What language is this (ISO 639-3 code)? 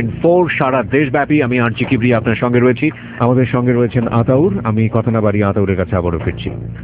ben